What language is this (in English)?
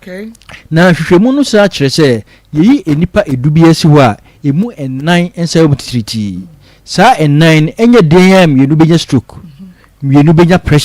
Akan